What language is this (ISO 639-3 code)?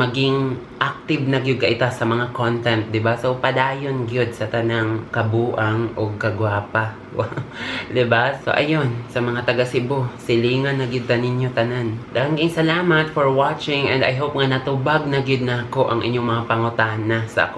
ceb